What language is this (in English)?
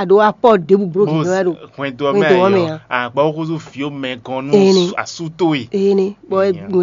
Fon